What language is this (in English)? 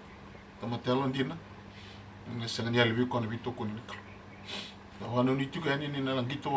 Fijian